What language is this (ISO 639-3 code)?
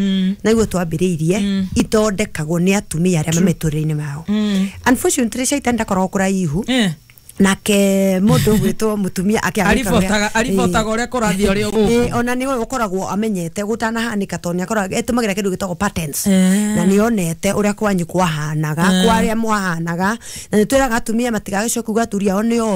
kik